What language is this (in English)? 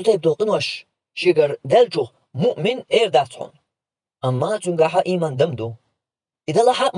Chechen